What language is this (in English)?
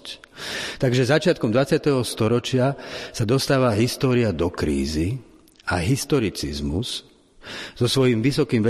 Slovak